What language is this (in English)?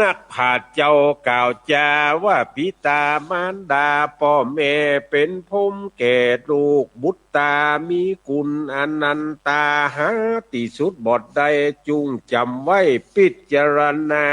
Northern Thai